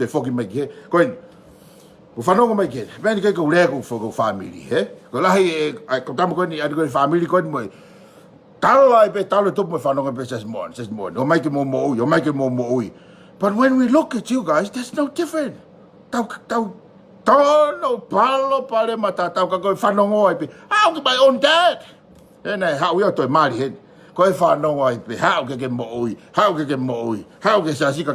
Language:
Tongan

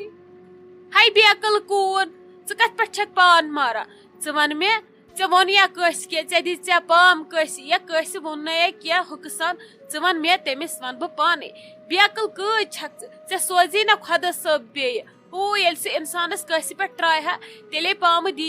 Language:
Kashmiri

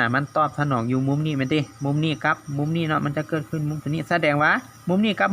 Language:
Lao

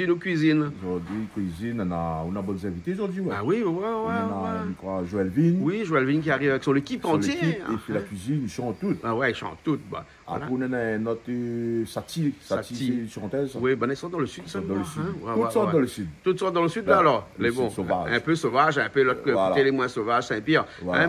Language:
Réunion Creole French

